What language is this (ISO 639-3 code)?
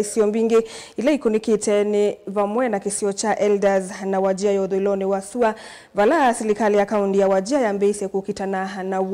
kam